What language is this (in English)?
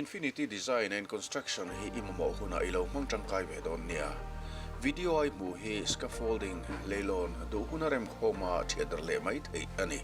Mizo